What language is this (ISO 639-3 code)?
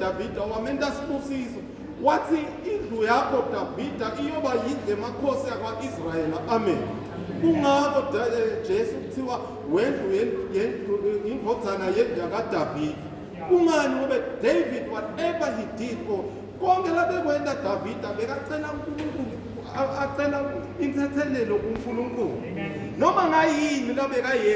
ssw